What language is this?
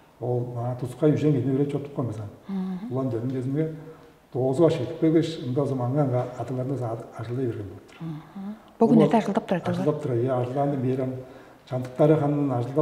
Tuvinian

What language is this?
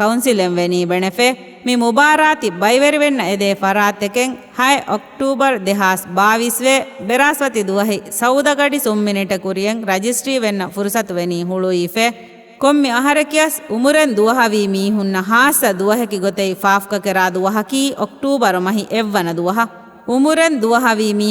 Divehi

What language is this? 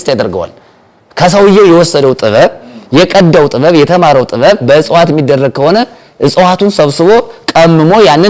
Amharic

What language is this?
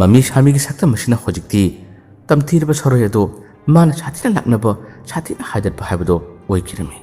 Manipuri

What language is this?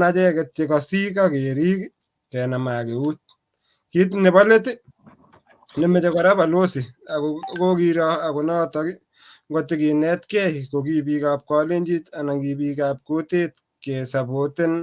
Kalenjin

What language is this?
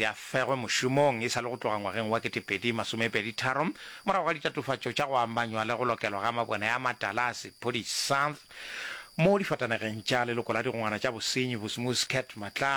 Northern Sotho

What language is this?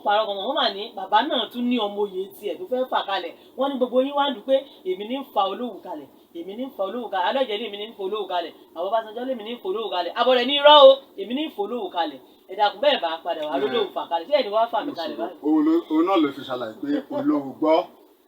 Yoruba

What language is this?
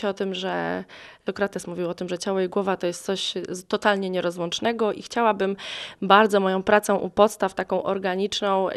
Polish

